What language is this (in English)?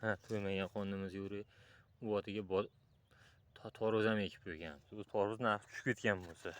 Uzbek